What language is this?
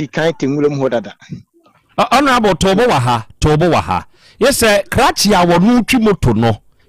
Akan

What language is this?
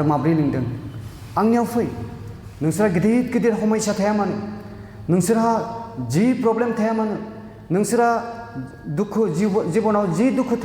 Bodo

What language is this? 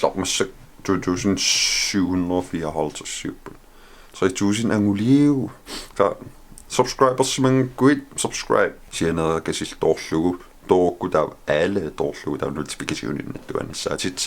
Kalaallisut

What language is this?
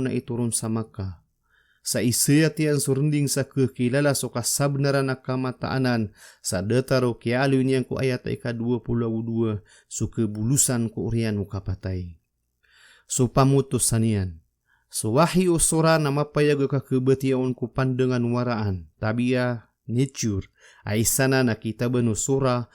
Maranao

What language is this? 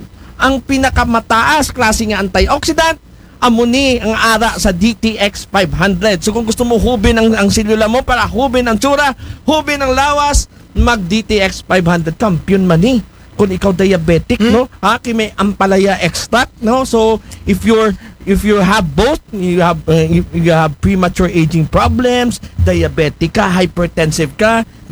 Aklanon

